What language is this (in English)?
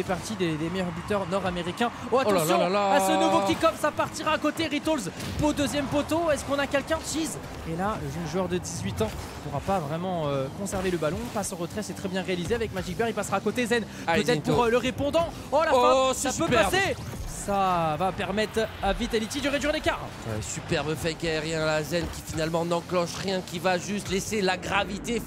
French